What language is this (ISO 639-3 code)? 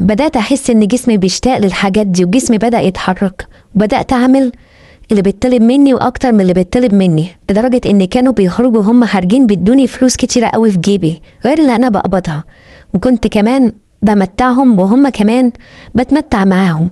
arz